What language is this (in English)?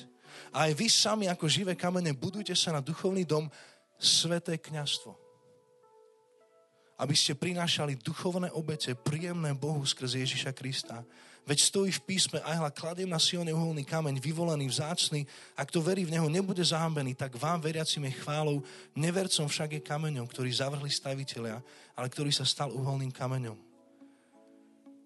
Slovak